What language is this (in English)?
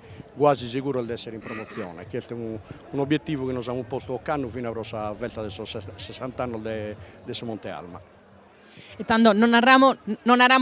Sardinian